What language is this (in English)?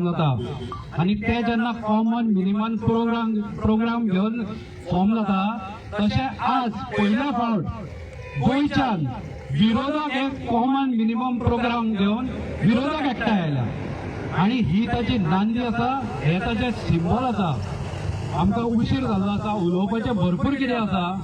Konkani